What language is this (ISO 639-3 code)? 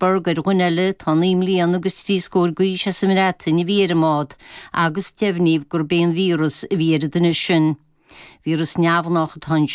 gle